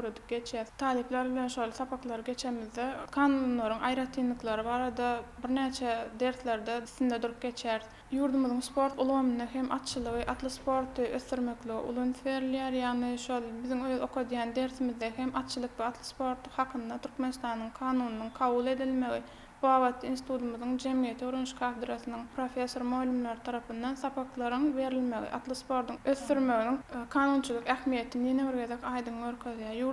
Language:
Turkmen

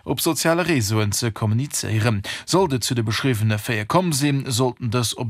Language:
Luxembourgish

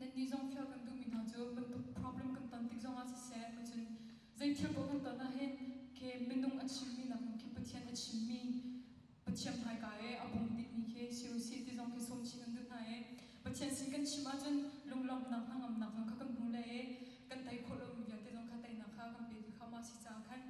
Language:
Hakha Chin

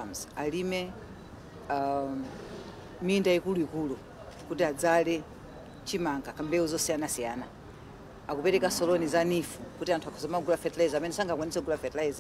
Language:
Nyanja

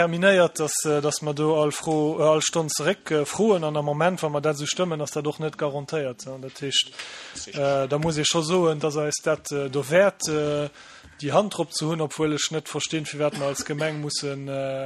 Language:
Luxembourgish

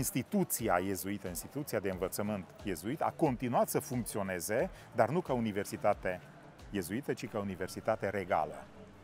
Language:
Romanian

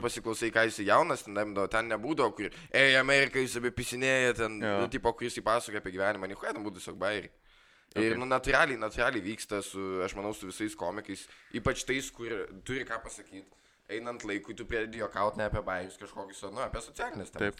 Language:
Lithuanian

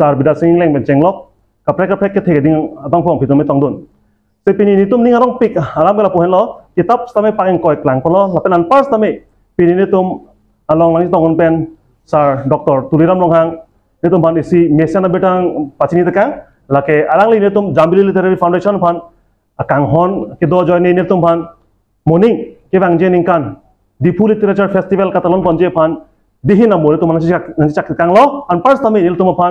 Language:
Karbi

